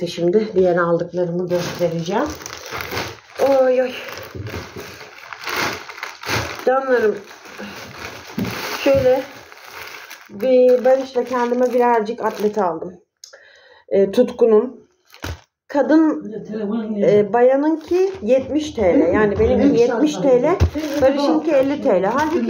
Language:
Turkish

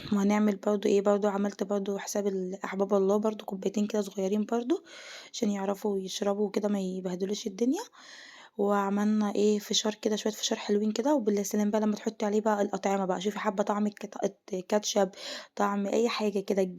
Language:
Egyptian Arabic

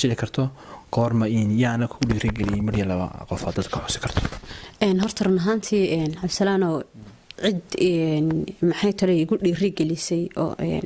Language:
Somali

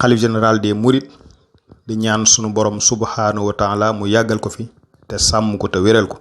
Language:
Wolof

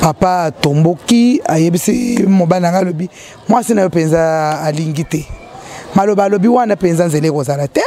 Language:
Lingala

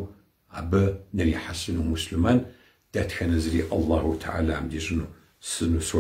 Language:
Kabardian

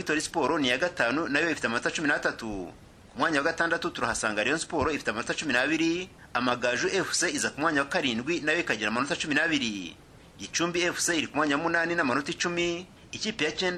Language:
Kinyarwanda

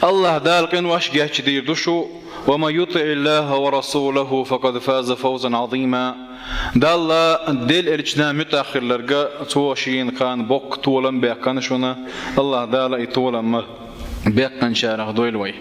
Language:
Chechen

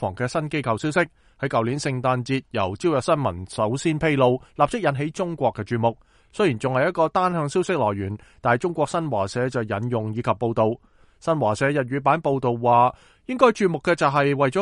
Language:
Cantonese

